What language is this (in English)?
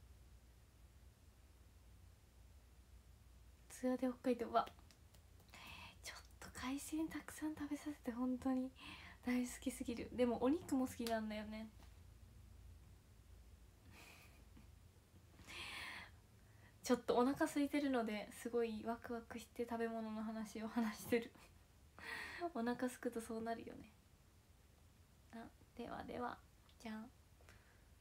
Japanese